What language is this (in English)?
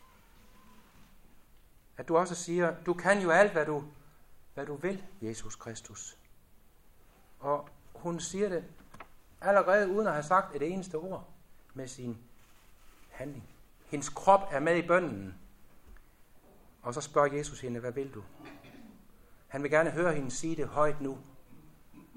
Danish